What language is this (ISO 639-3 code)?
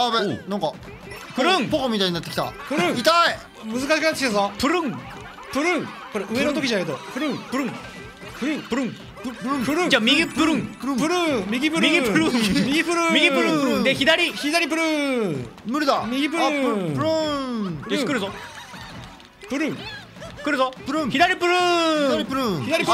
jpn